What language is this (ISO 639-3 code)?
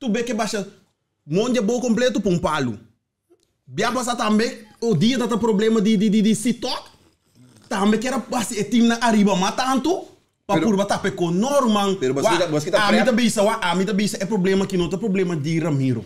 pap